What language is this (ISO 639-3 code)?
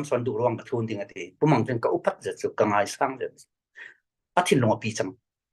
cfm